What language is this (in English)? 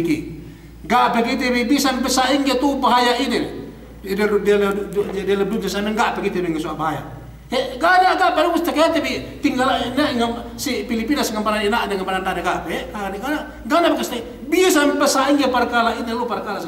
Yakan